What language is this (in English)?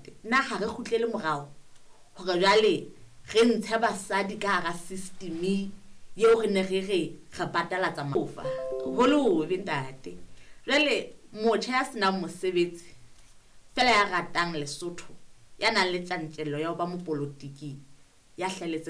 Southern Sotho